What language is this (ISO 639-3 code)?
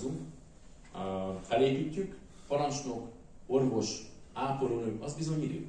hun